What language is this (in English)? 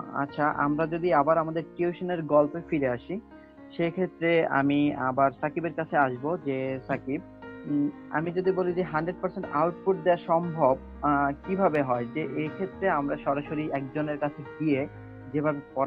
Bangla